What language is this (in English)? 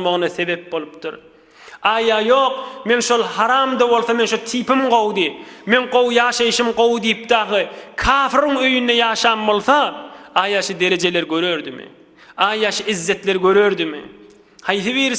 Turkmen